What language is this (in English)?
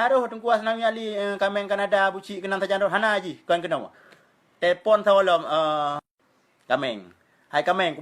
Achinese